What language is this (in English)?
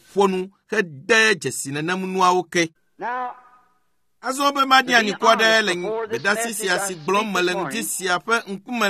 Ewe